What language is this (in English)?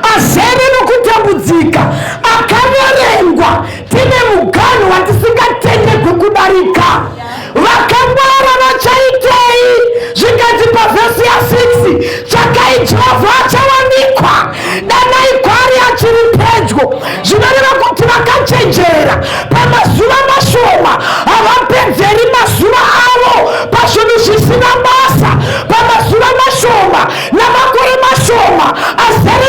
Shona